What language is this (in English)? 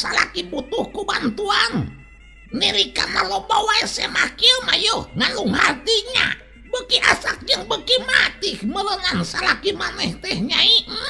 Sundanese